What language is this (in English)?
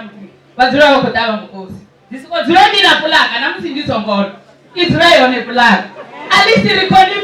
Venda